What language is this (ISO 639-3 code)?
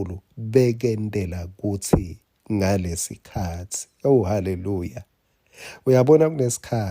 ssw